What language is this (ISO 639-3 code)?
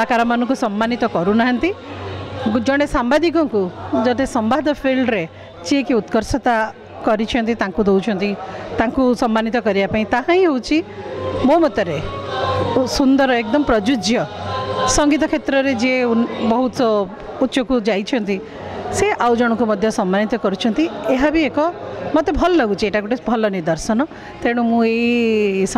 ori